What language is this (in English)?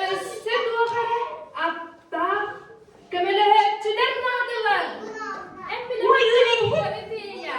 Yakut